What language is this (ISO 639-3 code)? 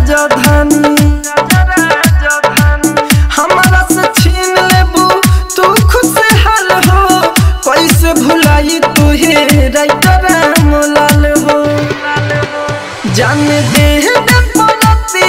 bho